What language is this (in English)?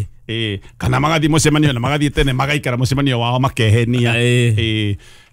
Kikuyu